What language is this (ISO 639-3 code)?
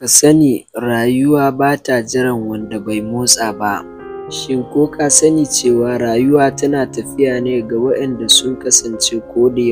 hau